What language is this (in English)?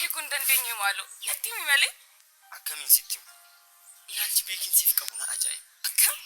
Oromo